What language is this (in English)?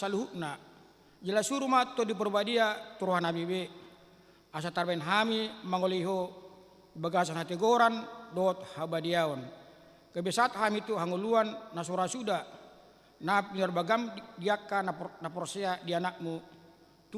Batak Toba